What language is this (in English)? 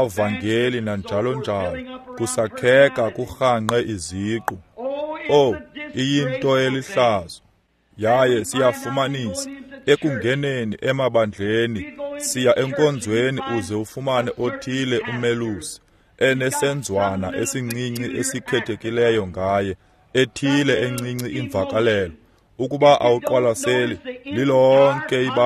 Xhosa